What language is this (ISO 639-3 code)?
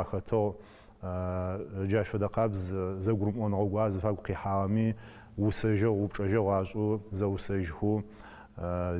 ady